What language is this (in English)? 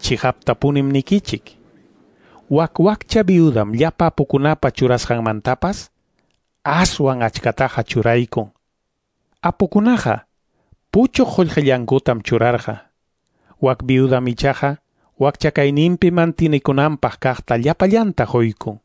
Quechua